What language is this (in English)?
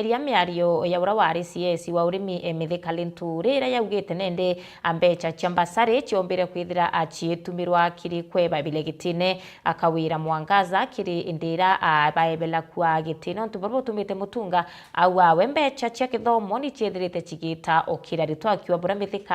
Meru